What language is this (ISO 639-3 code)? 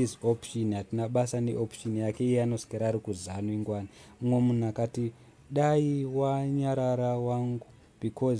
sna